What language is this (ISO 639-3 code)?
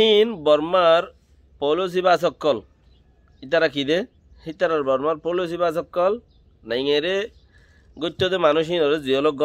rhg